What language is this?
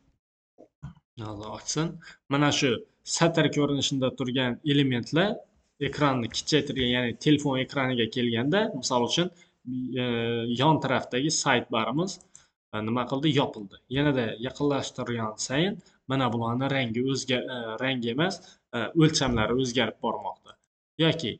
Uzbek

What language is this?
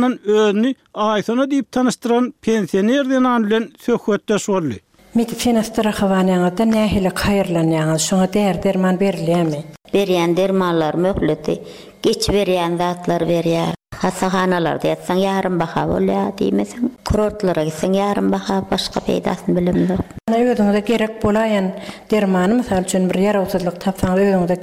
Turkmen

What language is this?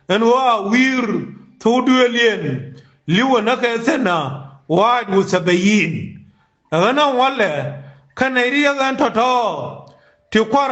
Nuer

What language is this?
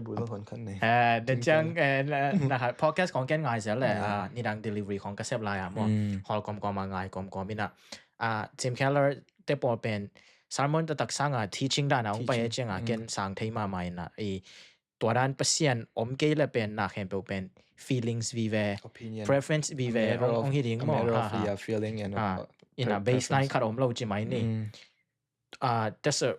Tedim Chin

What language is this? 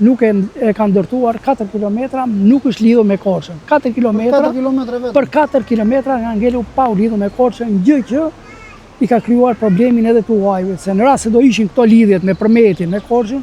Albanian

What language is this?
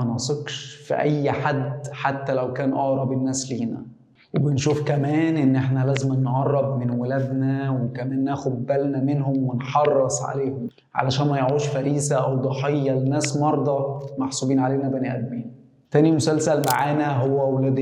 Egyptian Arabic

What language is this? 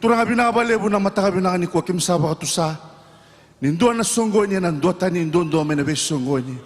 Fijian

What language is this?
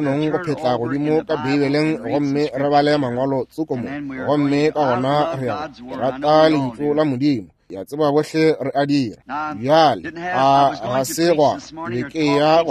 Northern Sotho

